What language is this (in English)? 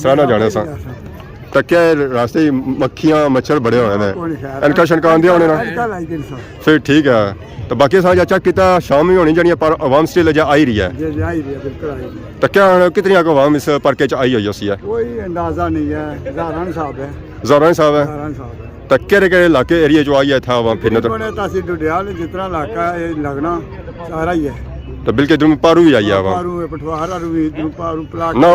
Pahari-Potwari